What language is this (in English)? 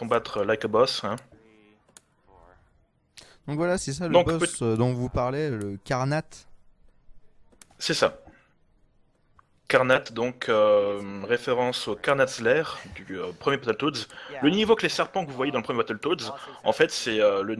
French